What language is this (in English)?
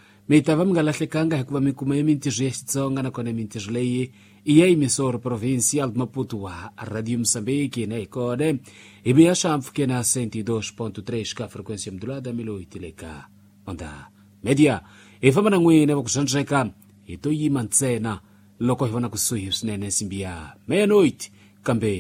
Tsonga